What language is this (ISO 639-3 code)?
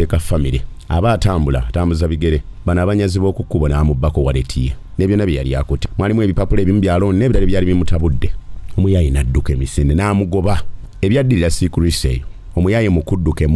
lug